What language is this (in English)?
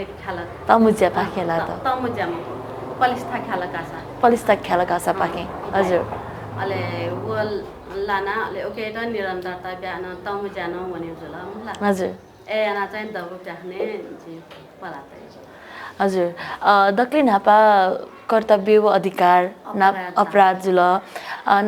Newari